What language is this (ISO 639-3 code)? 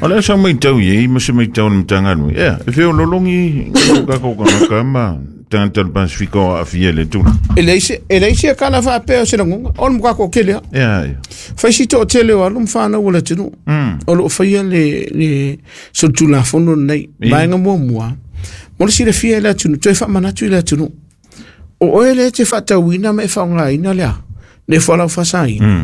smo